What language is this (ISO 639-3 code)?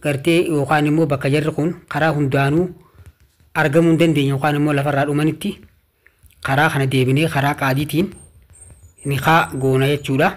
orm